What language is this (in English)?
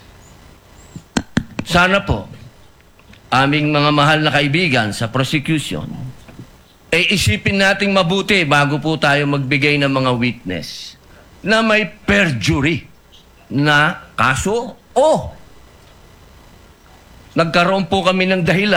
Filipino